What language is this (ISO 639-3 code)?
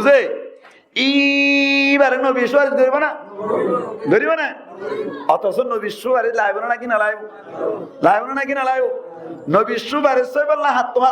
rhg